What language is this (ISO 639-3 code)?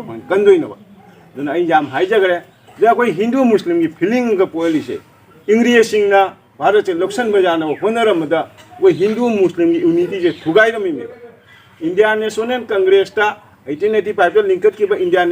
mni